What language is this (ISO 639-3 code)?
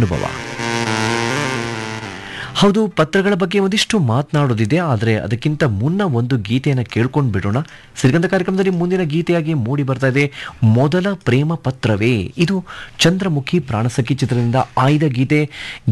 kan